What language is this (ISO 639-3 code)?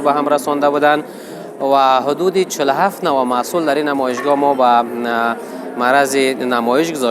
fas